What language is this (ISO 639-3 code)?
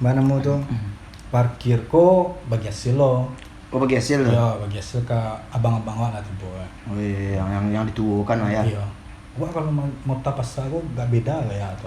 min